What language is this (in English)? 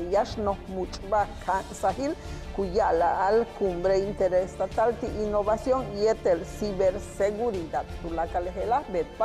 Yucateco